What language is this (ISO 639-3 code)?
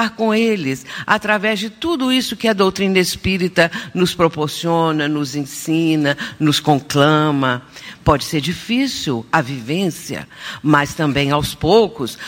por